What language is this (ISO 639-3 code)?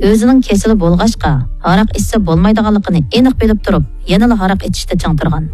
uig